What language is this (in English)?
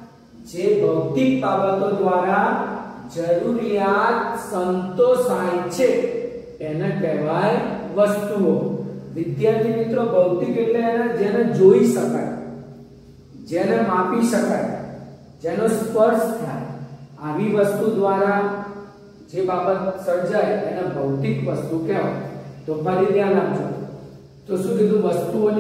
Gujarati